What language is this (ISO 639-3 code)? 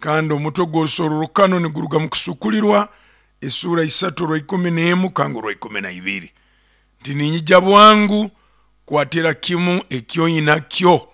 nyo